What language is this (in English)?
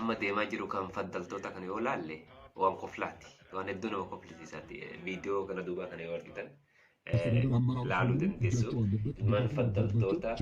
Oromo